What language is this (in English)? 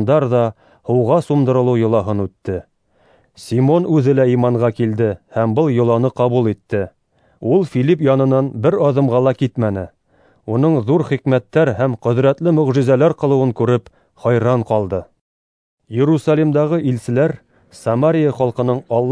Bashkir